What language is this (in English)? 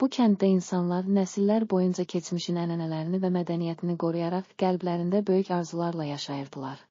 Azerbaijani